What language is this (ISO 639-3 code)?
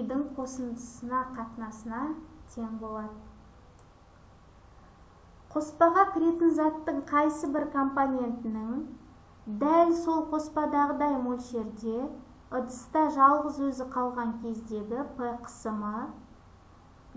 kaz